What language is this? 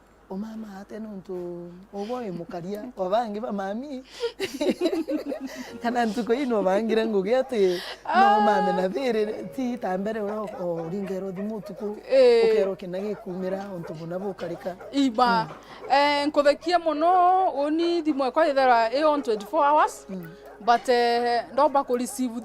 Meru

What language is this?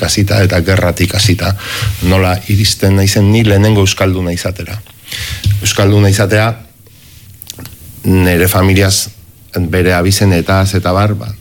Basque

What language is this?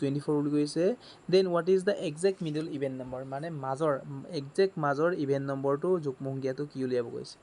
Assamese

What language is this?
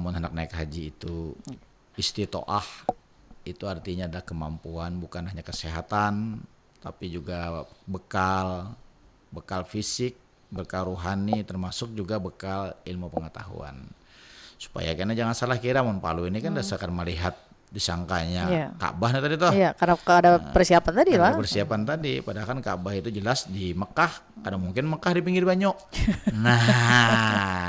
Banjar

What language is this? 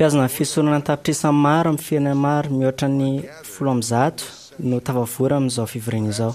Malagasy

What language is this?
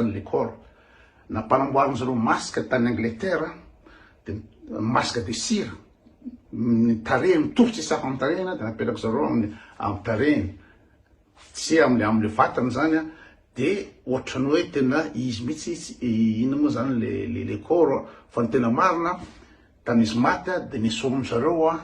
Malagasy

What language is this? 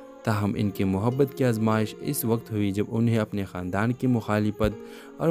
Urdu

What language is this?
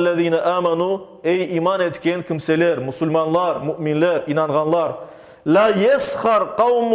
Crimean Tatar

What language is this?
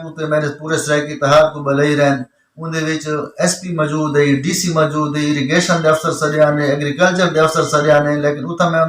Saraiki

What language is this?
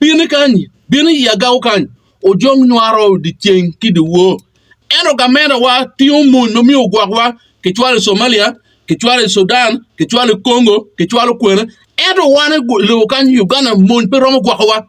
Acoli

